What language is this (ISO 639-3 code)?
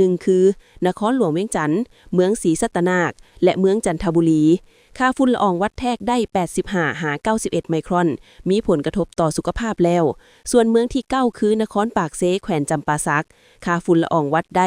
lao